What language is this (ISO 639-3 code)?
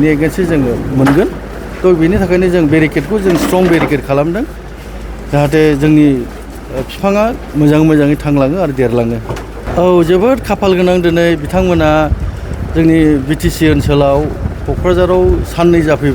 brx